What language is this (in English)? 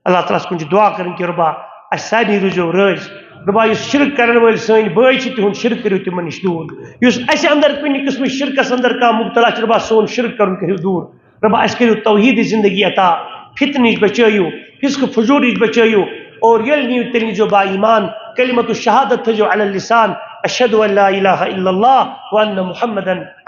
Kashmiri